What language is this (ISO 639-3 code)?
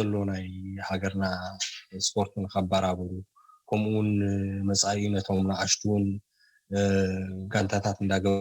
tir